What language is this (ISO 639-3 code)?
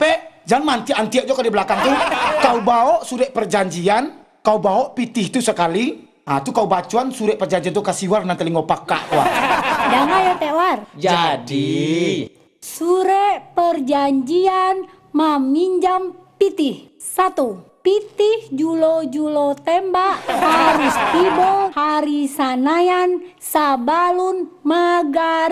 min